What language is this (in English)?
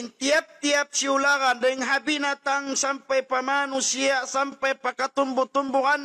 Tausug